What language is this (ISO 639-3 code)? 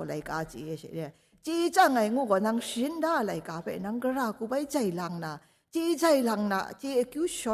kac